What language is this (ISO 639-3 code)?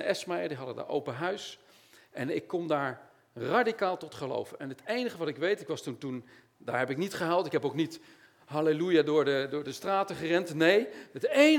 nld